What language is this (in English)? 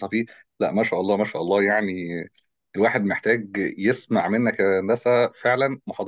Egyptian Arabic